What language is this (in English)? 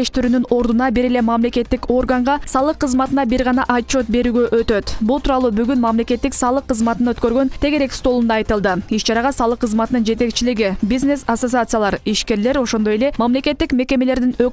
Kyrgyz